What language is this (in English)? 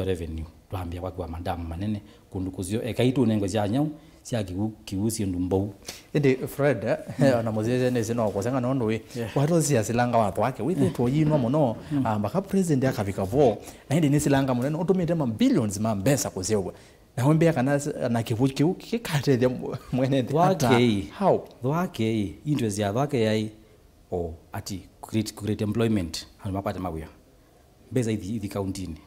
Kamba